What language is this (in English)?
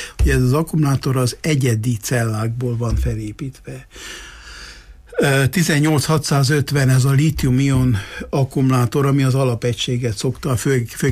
Hungarian